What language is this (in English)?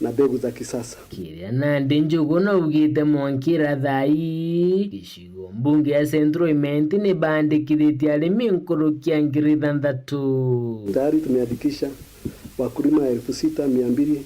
Meru